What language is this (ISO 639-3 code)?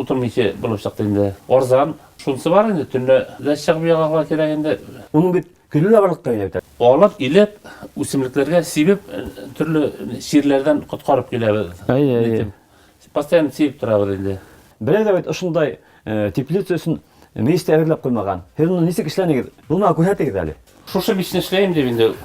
bak